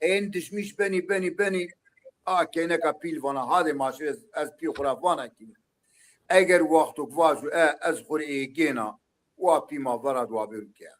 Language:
Zaza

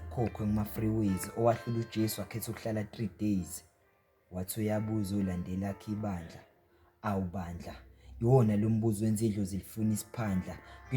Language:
Zulu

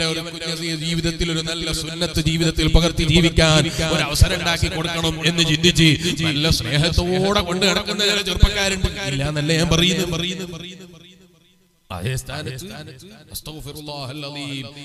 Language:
Malayalam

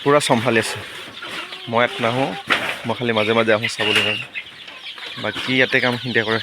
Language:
Assamese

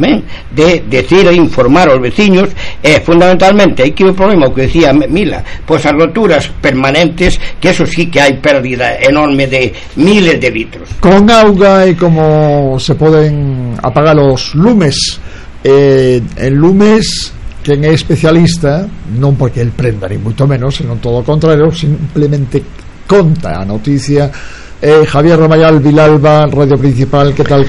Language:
Galician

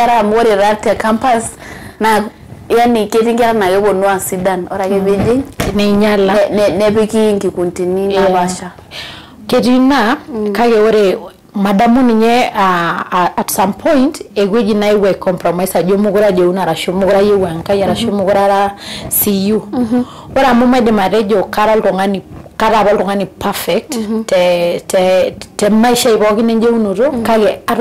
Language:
Masai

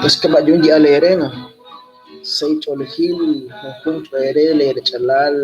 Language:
Kekchí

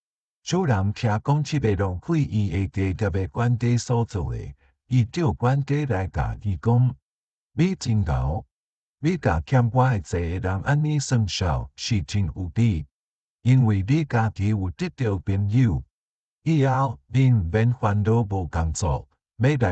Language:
Min Nan Chinese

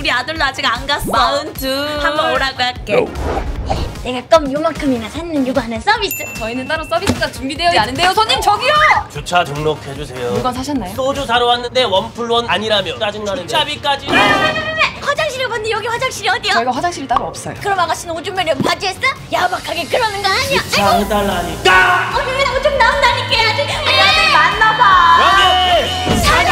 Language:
Korean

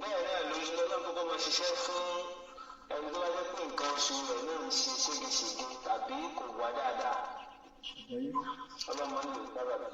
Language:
Yoruba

